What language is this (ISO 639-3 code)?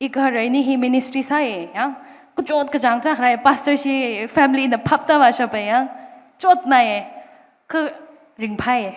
nmf